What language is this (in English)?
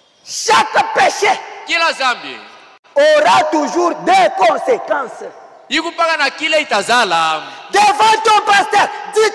Swahili